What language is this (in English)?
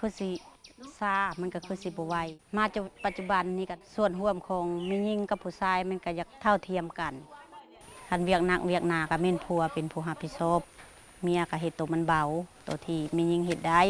Lao